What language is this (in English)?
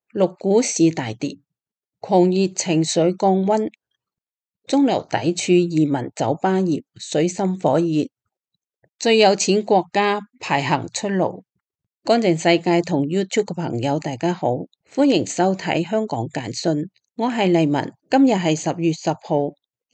Cantonese